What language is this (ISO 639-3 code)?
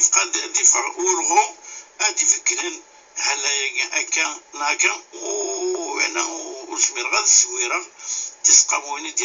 kab